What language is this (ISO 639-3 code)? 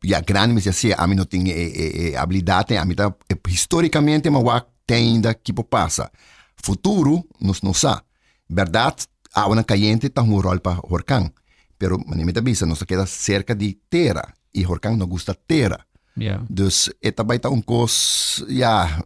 pap